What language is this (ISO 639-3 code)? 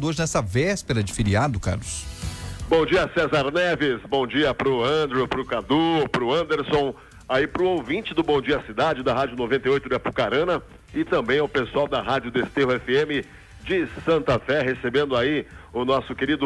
por